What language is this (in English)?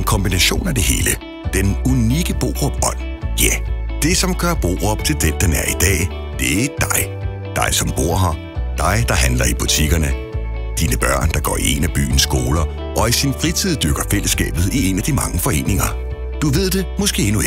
Danish